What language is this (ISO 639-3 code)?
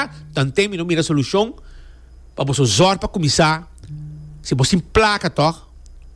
pap